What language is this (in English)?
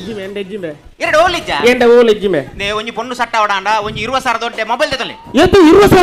Tulu